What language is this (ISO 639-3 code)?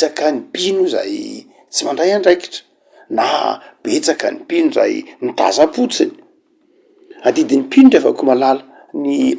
mlg